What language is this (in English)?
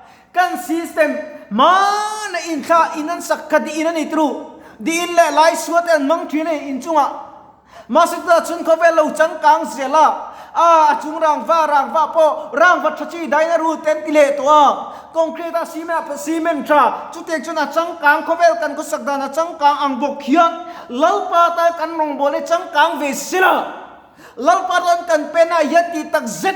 Mizo